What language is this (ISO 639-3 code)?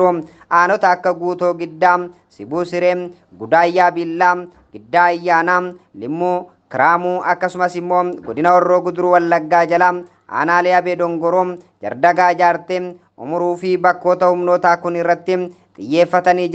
orm